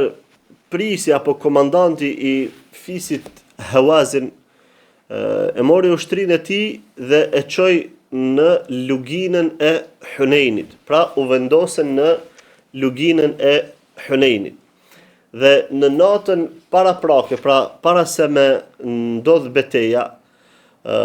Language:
Albanian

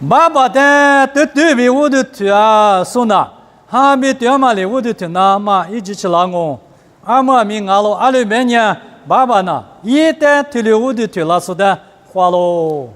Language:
Lisu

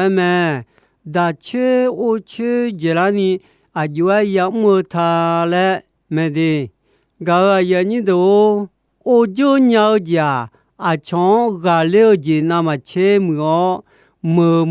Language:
Akha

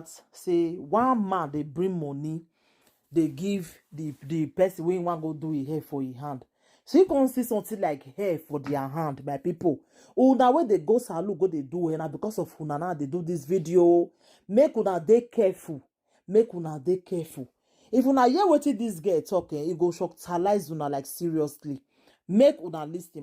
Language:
Nigerian Pidgin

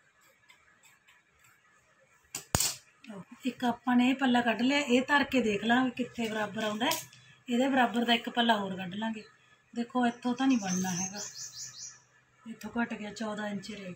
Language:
Punjabi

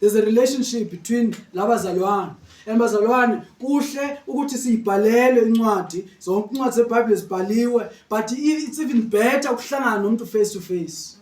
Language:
Zulu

